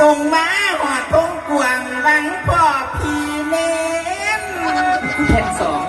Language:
Northeastern Thai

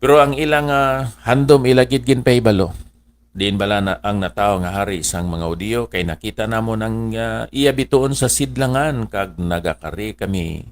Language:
Hiligaynon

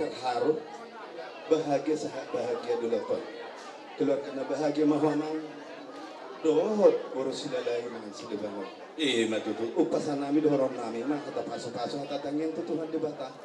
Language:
Batak Toba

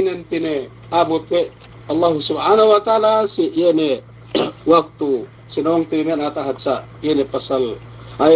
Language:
Yakan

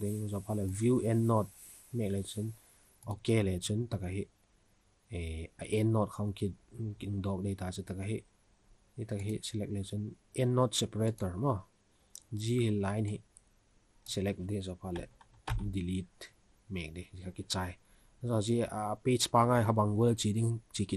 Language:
Vaiphei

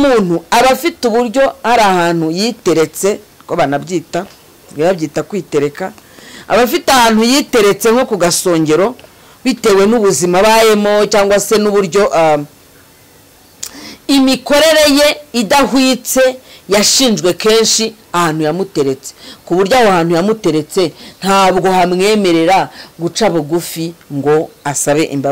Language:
Kinyarwanda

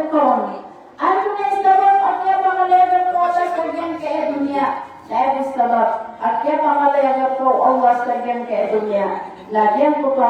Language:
Maranao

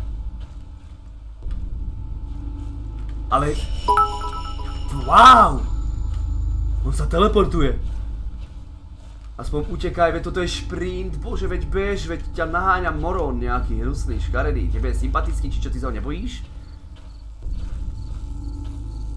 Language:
Slovak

